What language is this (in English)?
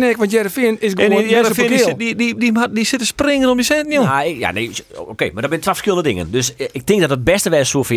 Western Frisian